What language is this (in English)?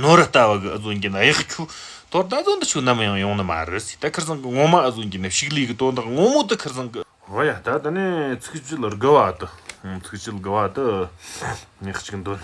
Tibetan